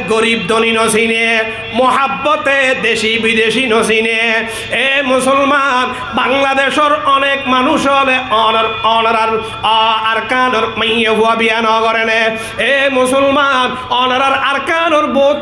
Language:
Rohingya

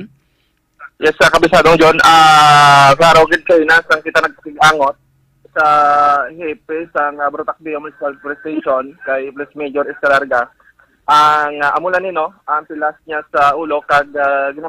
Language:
Hiligaynon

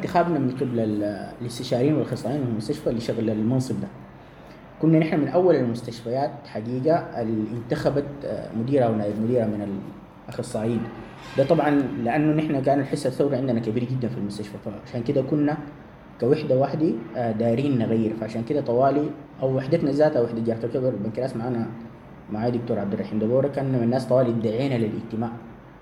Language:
Sudanese Arabic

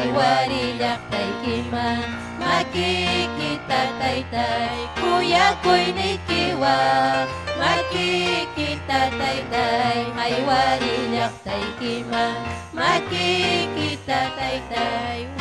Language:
Ayacucho Quechua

